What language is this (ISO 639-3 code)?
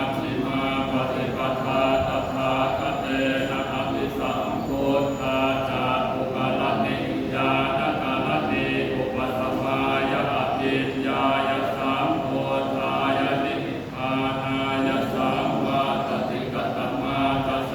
pli